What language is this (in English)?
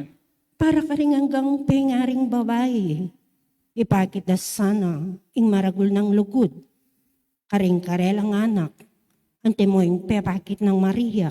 Pampanga